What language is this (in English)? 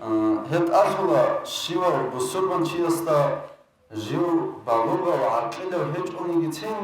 Avaric